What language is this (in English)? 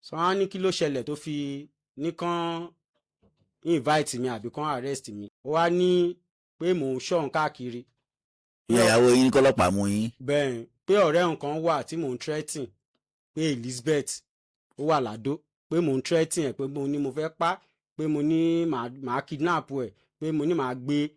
Yoruba